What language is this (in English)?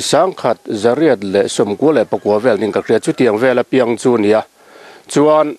Mizo